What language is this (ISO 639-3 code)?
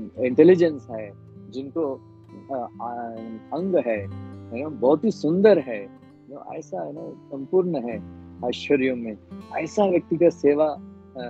hin